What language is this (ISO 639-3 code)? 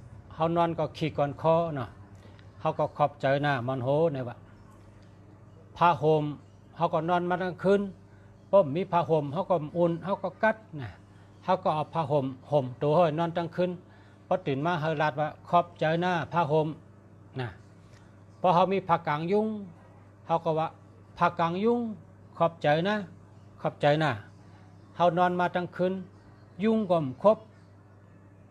shn